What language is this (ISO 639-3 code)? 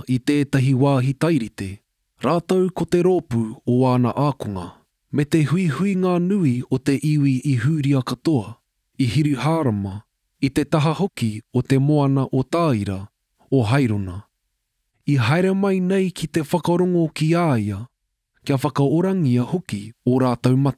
mri